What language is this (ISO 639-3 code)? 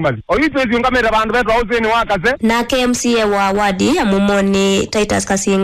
kam